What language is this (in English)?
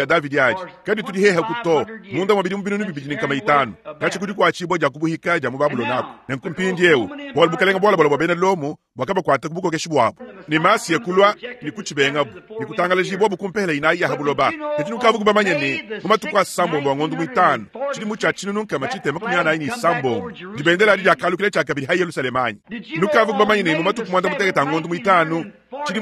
Luba-Lulua